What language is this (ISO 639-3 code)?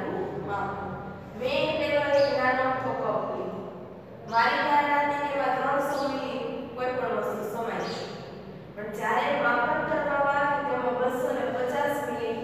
guj